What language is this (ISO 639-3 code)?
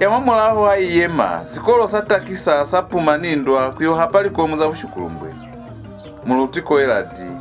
loz